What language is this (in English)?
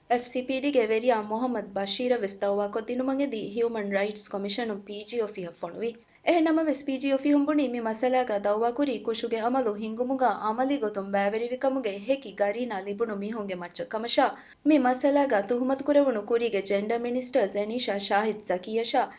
Divehi